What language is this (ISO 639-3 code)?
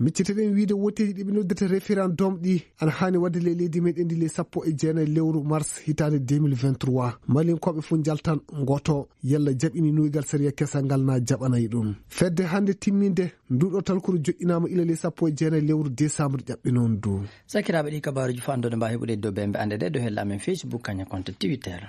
ful